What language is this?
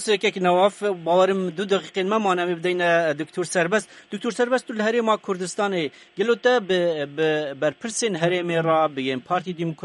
Kurdish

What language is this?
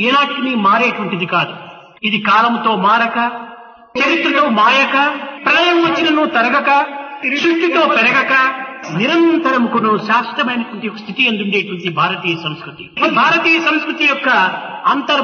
Telugu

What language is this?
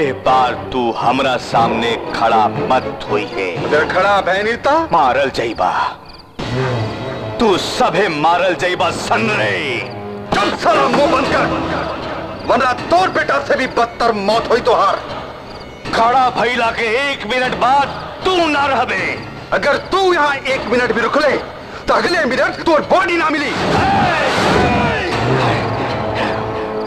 Bhojpuri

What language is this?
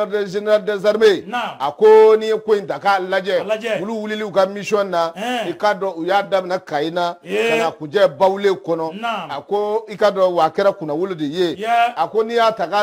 Bambara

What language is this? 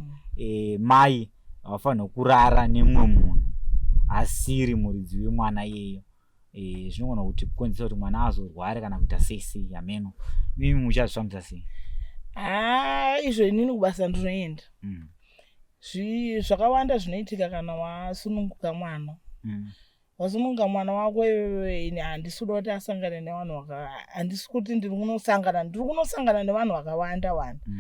Shona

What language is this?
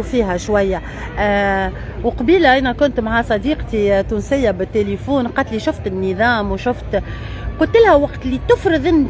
Tunisian Arabic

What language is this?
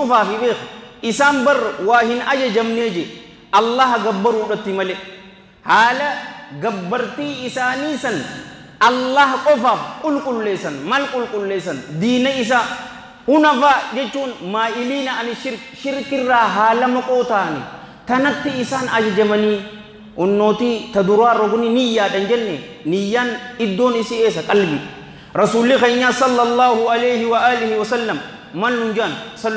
Oromo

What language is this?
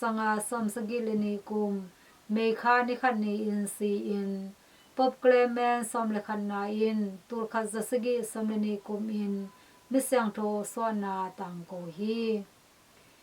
Tedim Chin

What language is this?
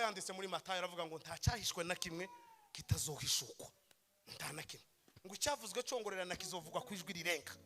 Kinyarwanda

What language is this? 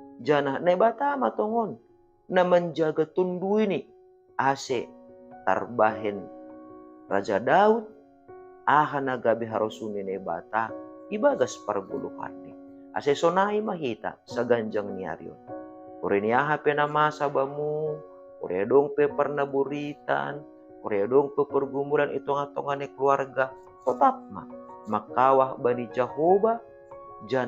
Batak Simalungun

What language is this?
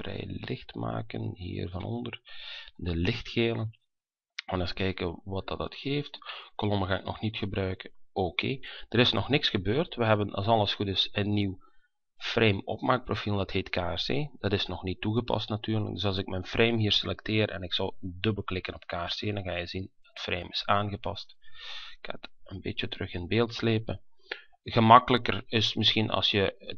Dutch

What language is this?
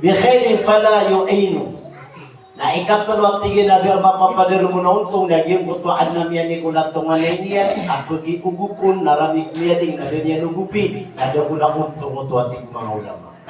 Maranao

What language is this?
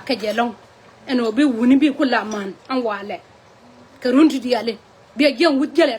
Nuer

